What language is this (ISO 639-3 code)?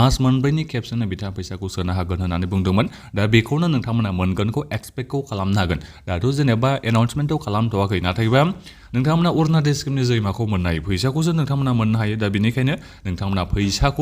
brx